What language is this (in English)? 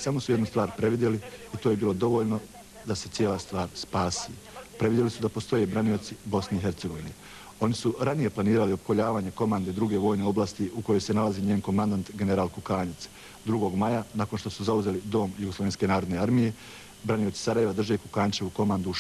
Bosnian